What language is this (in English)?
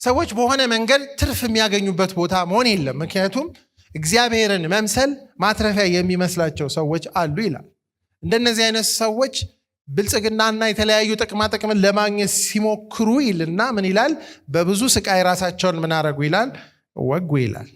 Amharic